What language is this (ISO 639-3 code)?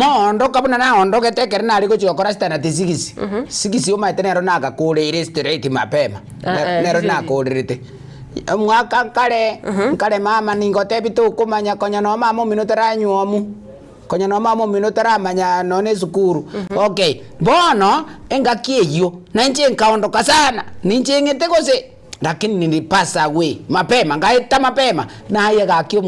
guz